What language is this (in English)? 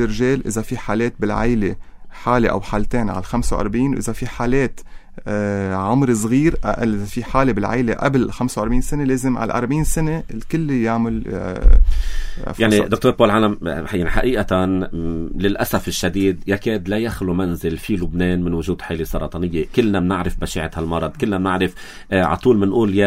North Levantine Arabic